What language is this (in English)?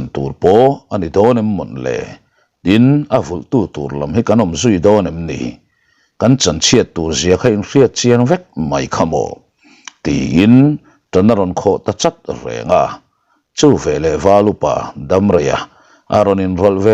Mizo